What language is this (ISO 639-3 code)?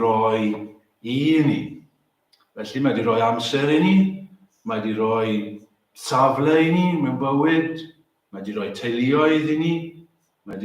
cym